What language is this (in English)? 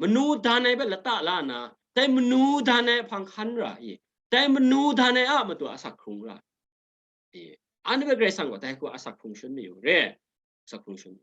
Kachin